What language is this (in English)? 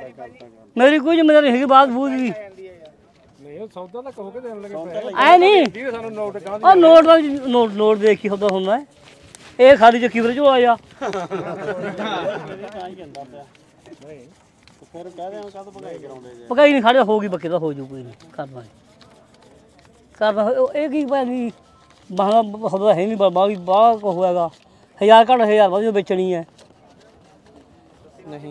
Punjabi